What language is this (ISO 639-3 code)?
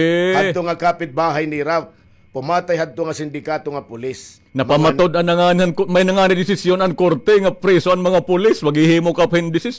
war